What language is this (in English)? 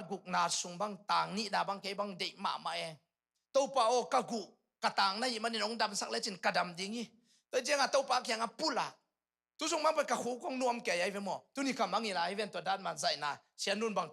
Tedim Chin